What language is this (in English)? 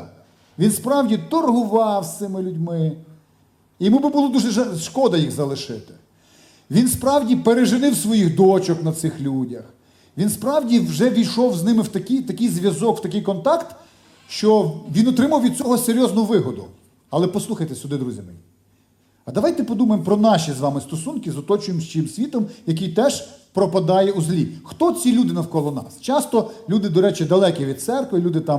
Ukrainian